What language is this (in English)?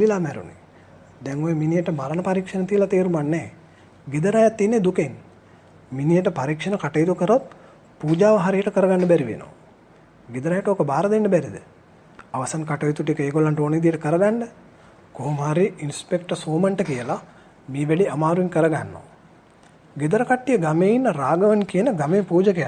Sinhala